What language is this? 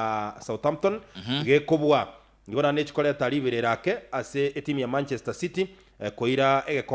Gusii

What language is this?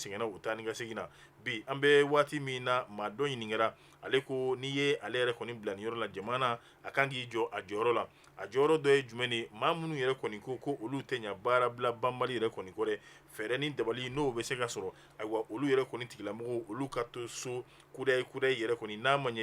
Bambara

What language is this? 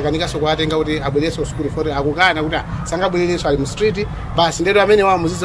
Nyanja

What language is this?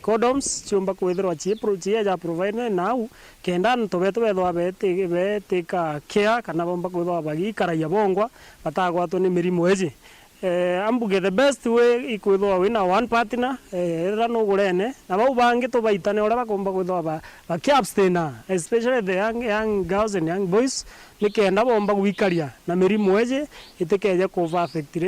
Meru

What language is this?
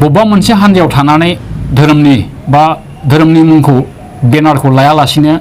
Bodo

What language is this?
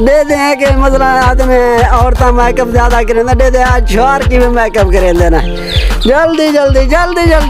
Saraiki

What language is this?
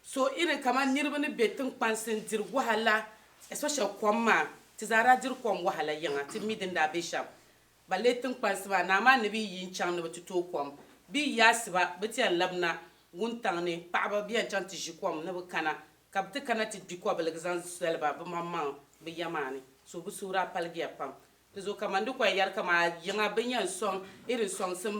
Dagbani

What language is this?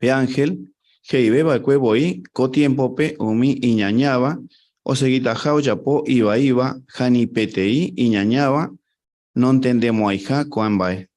Guarani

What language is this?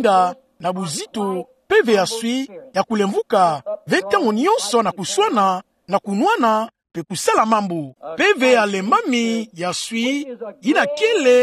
Kituba (Democratic Republic of Congo)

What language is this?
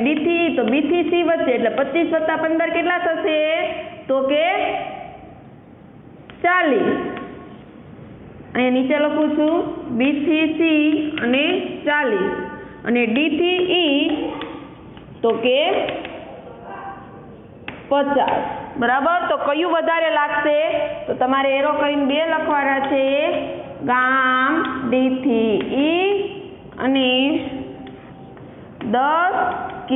Gujarati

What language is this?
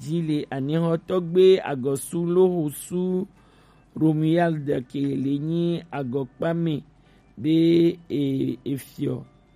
Gen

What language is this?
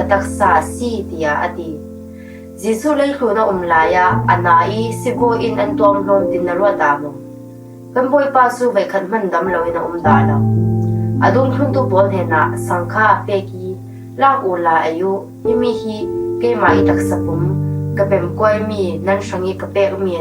Falam Chin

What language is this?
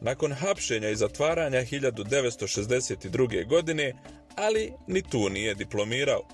Bosnian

